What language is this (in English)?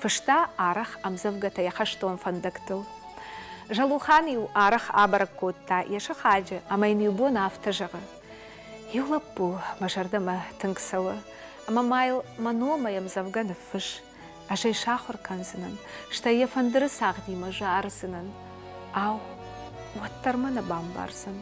Ossetic